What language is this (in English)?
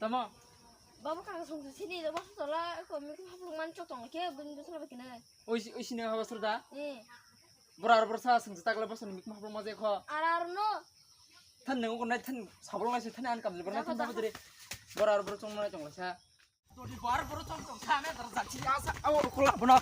Kok Borok